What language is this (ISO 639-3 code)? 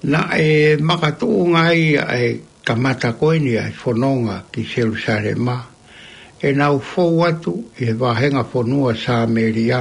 ton